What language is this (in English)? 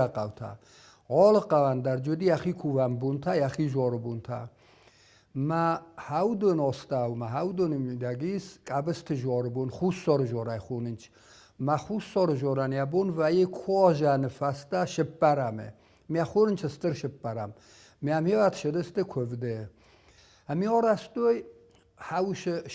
Ossetic